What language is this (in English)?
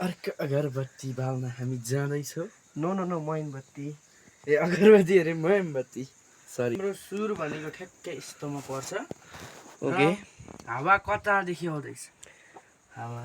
Nepali